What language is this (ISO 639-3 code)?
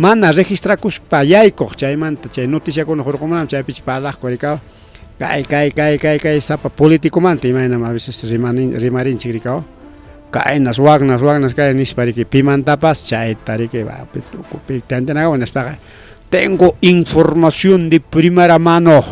quy